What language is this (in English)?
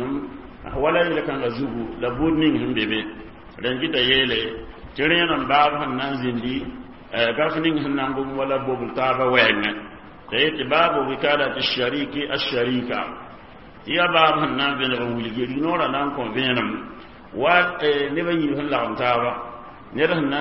Mossi